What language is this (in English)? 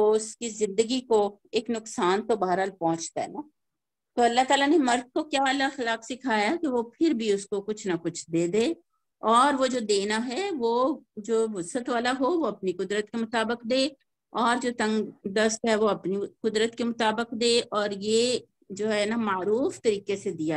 Urdu